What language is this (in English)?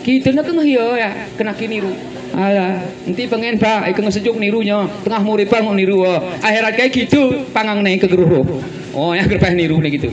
Gayo